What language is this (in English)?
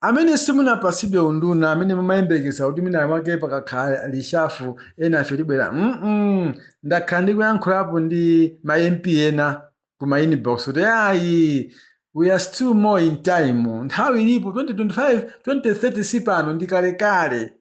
Nyanja